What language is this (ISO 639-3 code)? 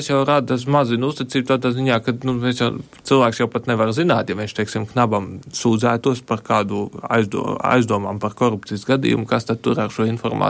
lav